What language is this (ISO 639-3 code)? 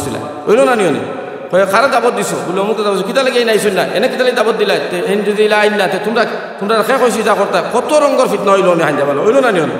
syl